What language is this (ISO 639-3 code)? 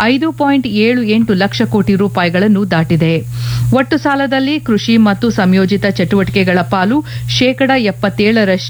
kan